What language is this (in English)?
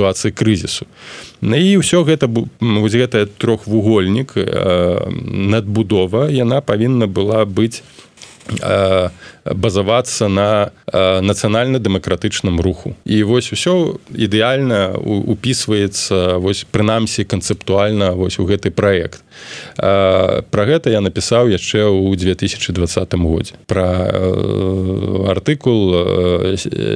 Belarusian